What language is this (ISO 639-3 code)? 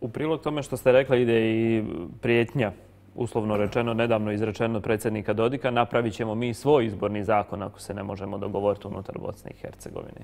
srp